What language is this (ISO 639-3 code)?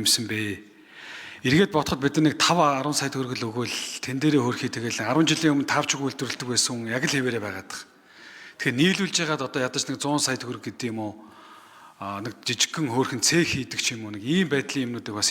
mon